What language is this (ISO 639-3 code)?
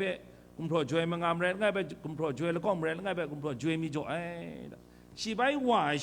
kac